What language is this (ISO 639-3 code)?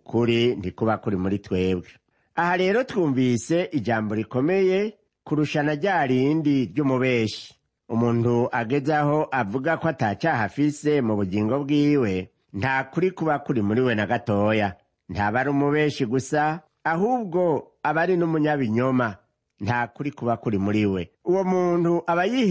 run